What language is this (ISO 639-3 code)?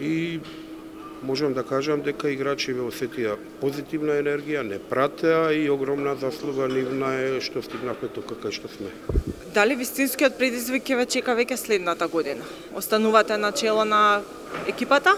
mkd